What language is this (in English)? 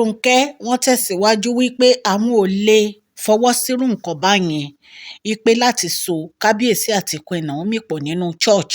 Yoruba